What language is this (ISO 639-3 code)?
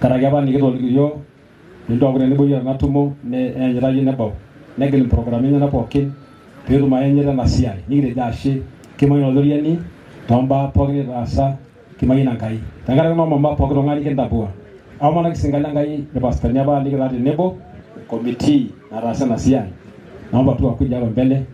mas